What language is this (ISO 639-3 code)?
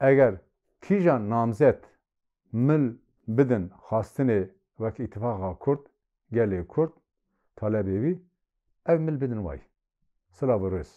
kur